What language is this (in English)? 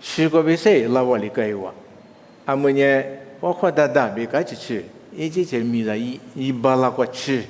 Lisu